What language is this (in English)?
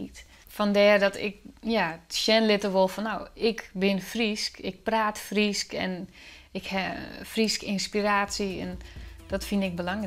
Western Frisian